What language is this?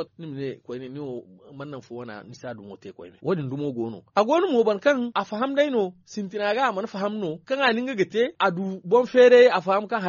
Zarma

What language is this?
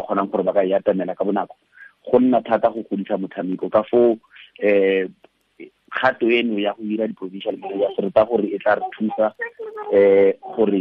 Tswana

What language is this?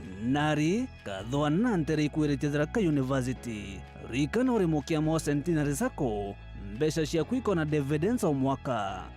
Meru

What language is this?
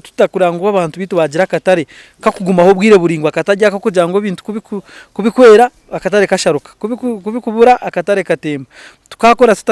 Nyankole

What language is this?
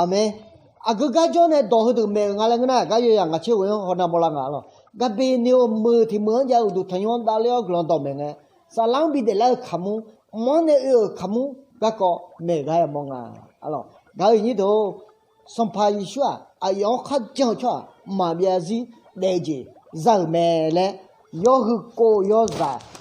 Akha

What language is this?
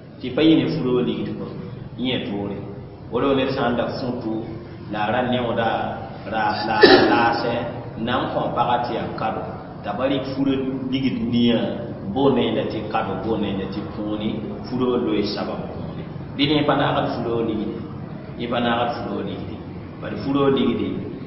Mossi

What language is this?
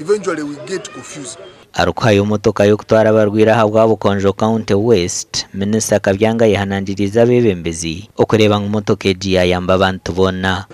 Nyankole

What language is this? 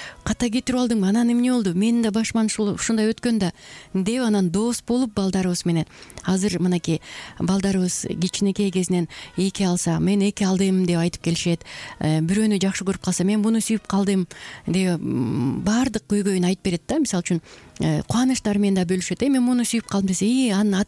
Kyrgyz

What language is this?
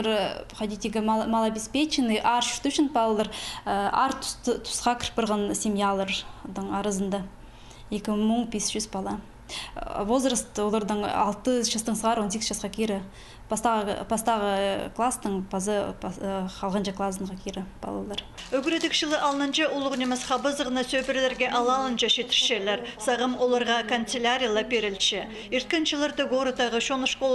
Khakas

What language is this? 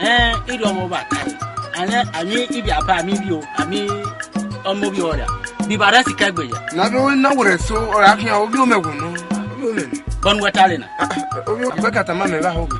Esan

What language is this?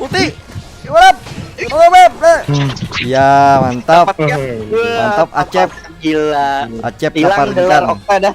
Banjar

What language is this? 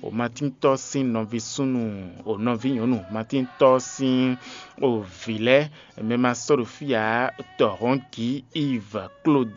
Fon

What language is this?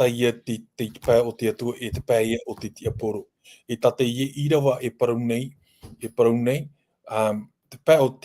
Tahitian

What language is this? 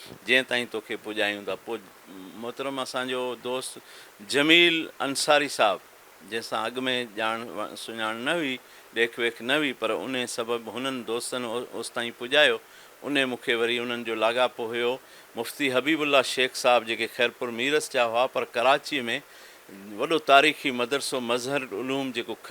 Sindhi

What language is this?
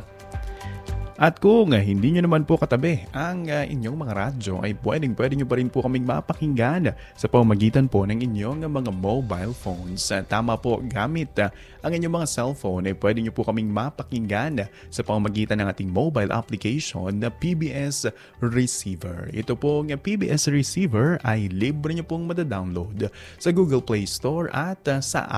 Filipino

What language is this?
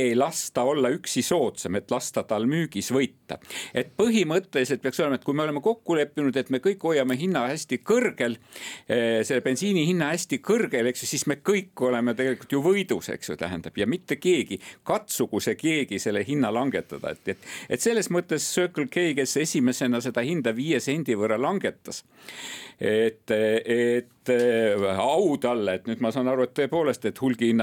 Estonian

